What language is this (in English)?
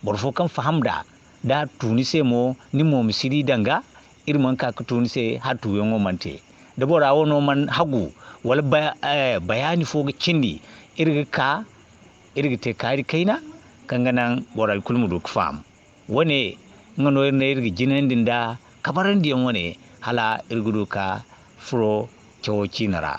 Zarma